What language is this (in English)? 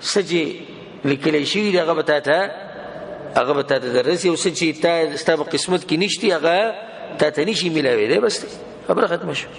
Pashto